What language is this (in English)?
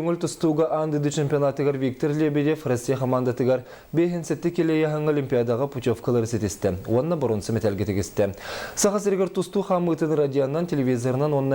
Yakut